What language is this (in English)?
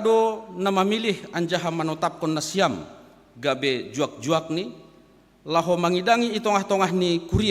Batak Simalungun